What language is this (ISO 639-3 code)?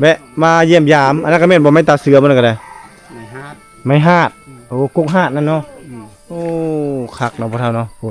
lao